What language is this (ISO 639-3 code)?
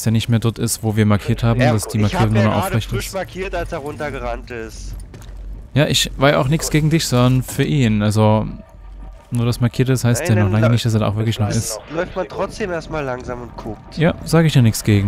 deu